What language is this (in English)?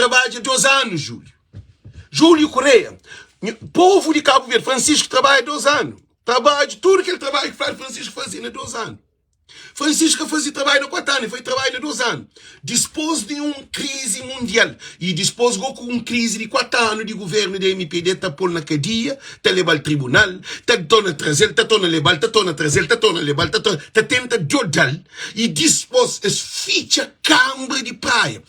Kabuverdianu